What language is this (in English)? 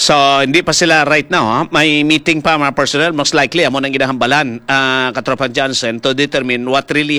Hiligaynon